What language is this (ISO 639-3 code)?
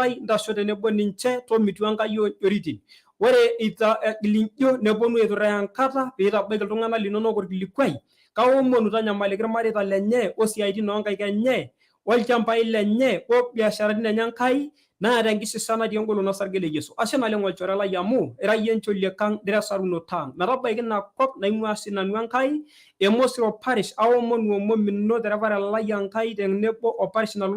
mas